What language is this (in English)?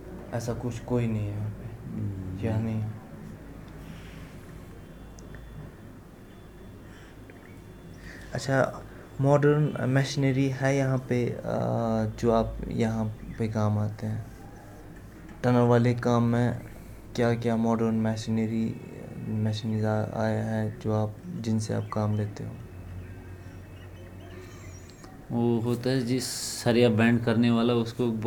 Urdu